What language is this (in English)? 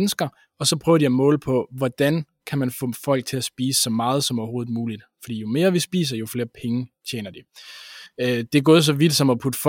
Danish